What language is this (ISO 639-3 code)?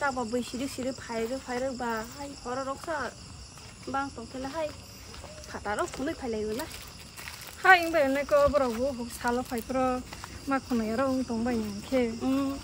trp